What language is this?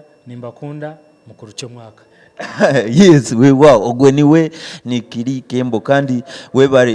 Nyankole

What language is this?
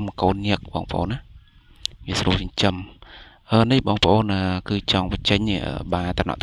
Khmer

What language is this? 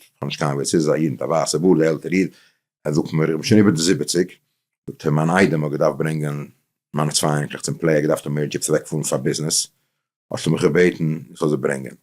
Yiddish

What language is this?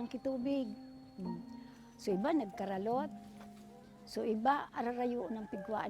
Bikol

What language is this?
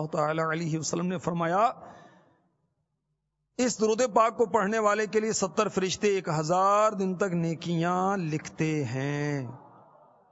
Urdu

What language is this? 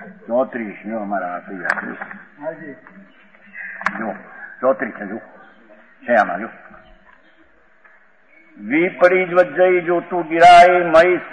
Gujarati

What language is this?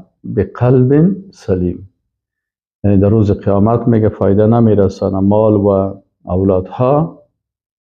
Persian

